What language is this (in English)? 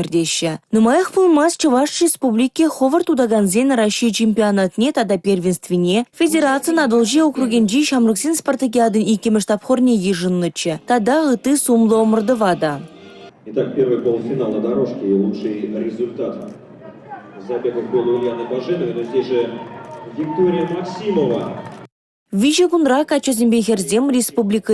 Chuvash